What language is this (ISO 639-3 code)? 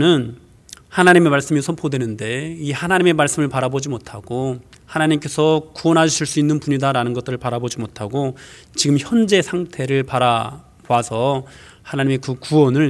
kor